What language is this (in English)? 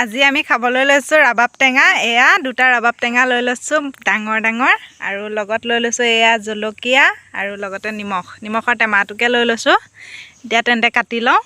Assamese